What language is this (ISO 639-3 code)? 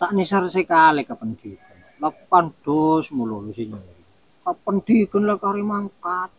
mad